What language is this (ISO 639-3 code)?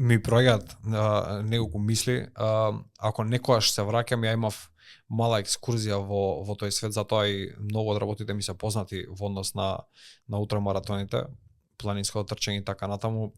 mkd